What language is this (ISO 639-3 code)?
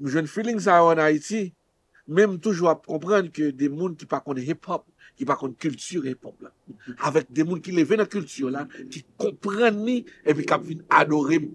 hat